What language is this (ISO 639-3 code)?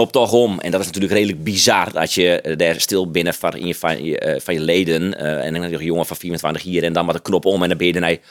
fry